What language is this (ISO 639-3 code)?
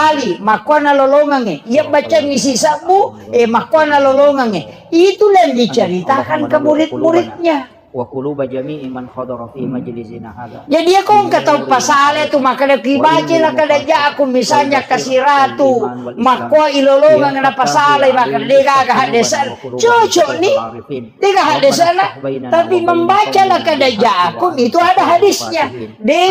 bug